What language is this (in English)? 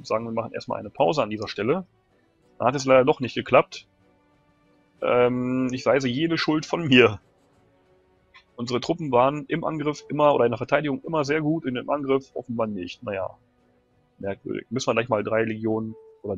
German